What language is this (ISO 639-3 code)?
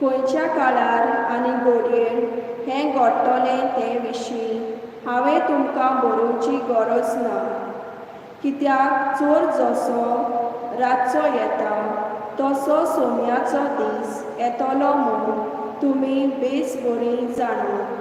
kok